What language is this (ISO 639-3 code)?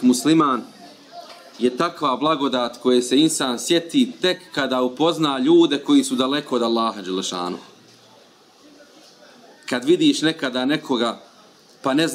bos